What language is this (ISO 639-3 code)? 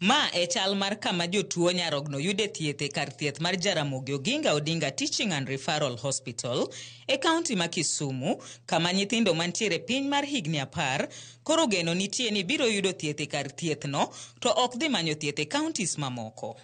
luo